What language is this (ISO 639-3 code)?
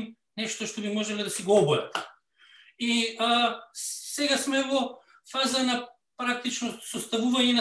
mkd